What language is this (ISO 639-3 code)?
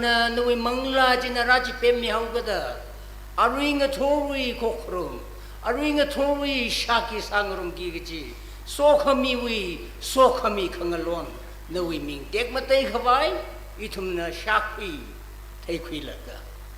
nmf